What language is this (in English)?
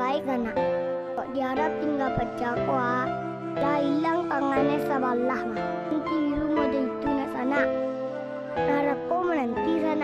Minangkabau